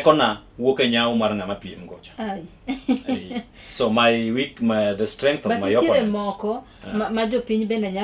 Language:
Luo (Kenya and Tanzania)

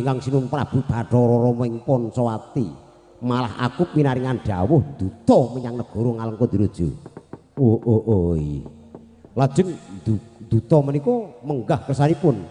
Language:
Javanese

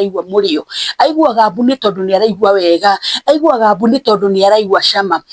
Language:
Kikuyu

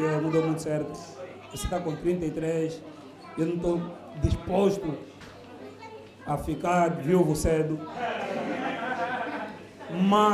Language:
Portuguese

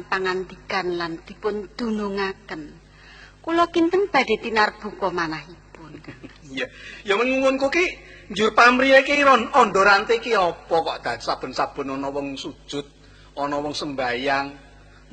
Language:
Javanese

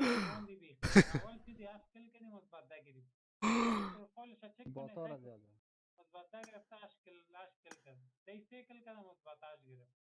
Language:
Persian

